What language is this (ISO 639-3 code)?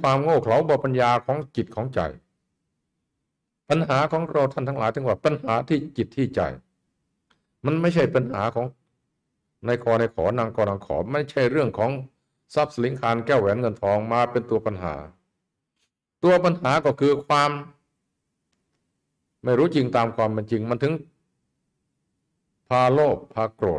tha